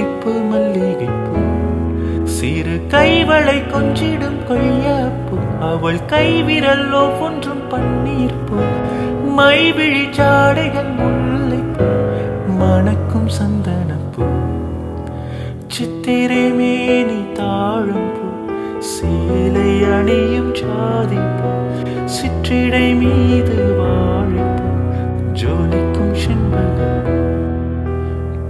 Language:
Tamil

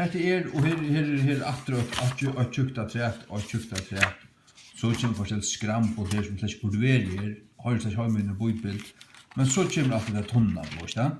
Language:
Faroese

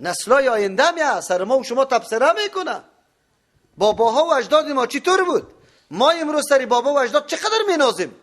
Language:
Persian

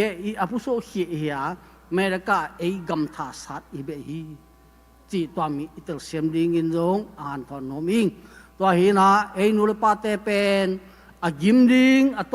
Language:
Tedim Chin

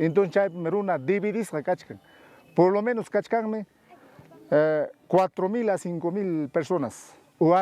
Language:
Ayacucho Quechua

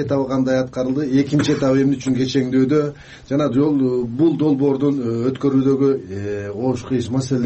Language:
Kyrgyz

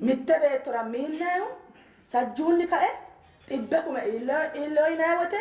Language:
Sidamo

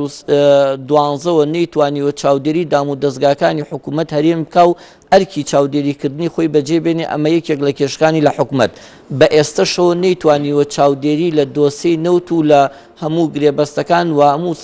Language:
Central Kurdish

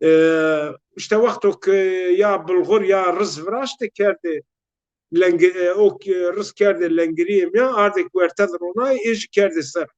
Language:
Zaza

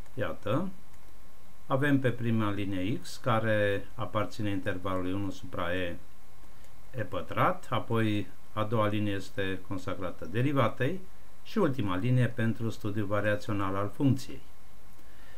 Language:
Romanian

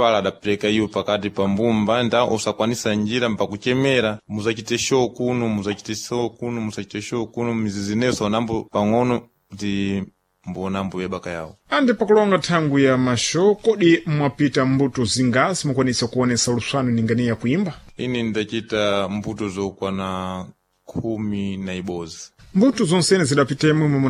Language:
Sena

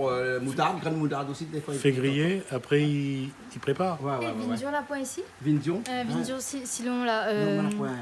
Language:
Réunion Creole French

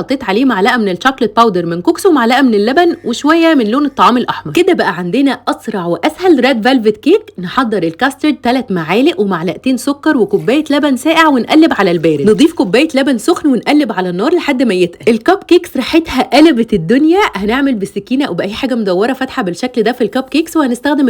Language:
Egyptian Arabic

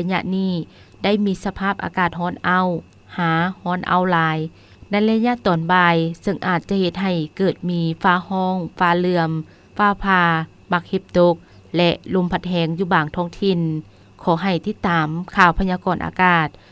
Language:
Lao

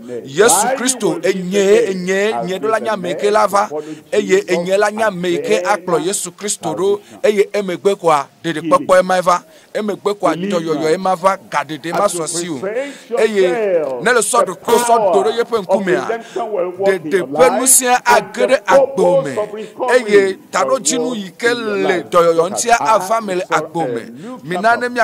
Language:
Ewe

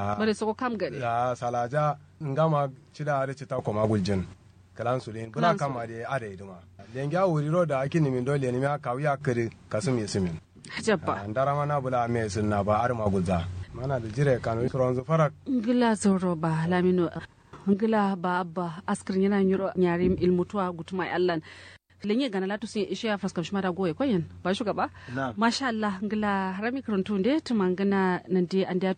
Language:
Kanuri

